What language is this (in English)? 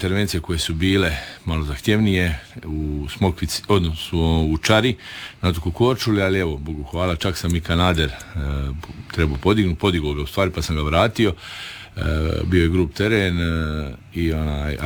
Croatian